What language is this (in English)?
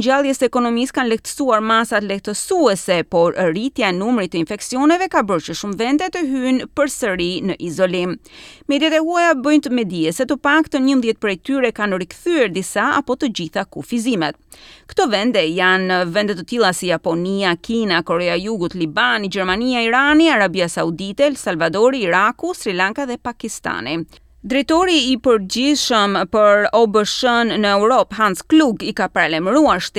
Albanian